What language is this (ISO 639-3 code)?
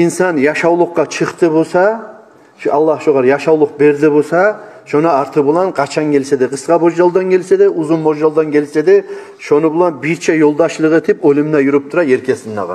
kum